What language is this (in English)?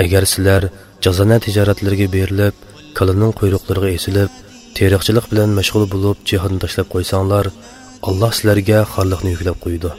Uyghur